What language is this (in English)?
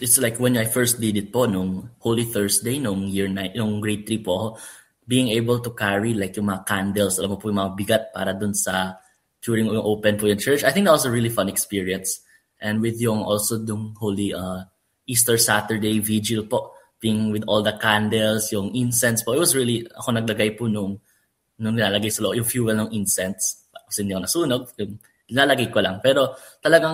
Filipino